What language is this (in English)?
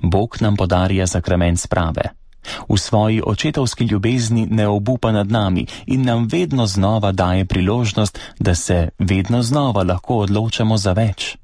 Slovenian